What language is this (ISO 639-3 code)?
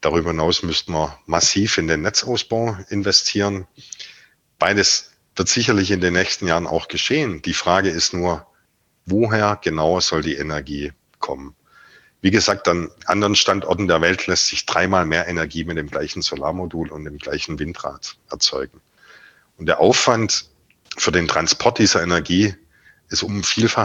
deu